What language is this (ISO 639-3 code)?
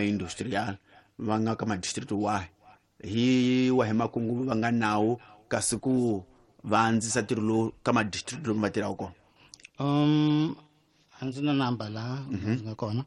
tso